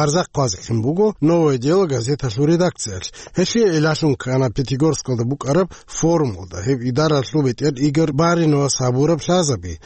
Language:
Avaric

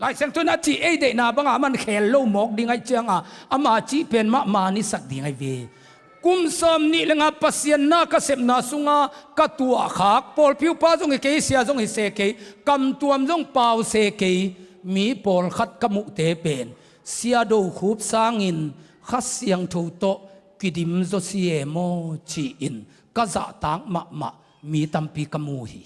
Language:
Tedim Chin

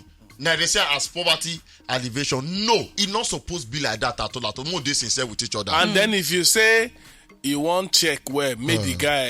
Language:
Nigerian Pidgin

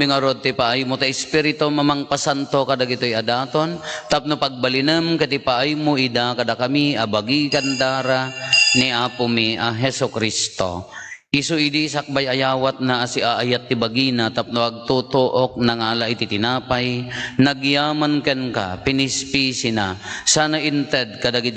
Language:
Iloko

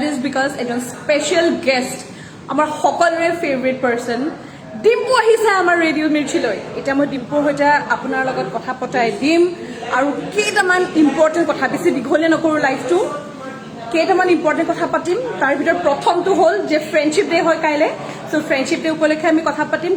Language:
Assamese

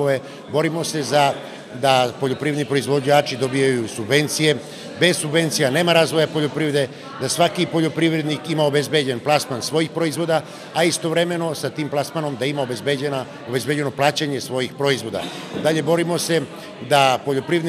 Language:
Serbian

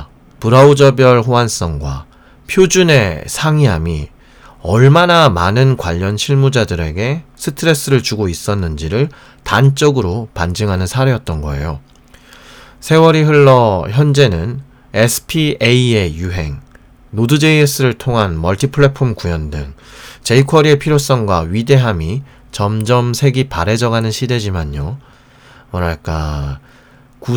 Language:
Korean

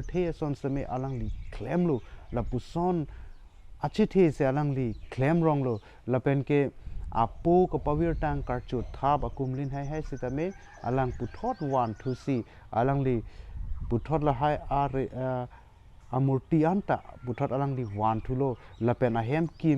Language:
Karbi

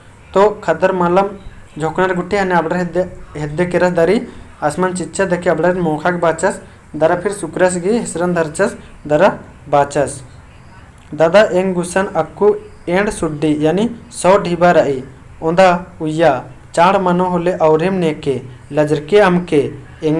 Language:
Kurukh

